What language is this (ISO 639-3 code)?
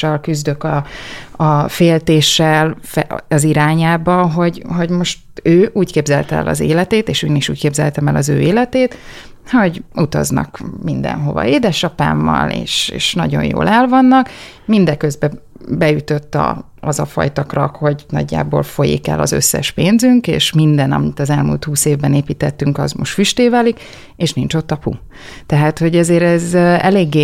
hun